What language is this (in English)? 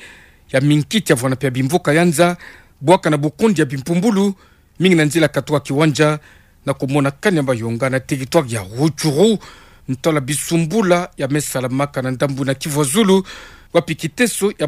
Kituba (Democratic Republic of Congo)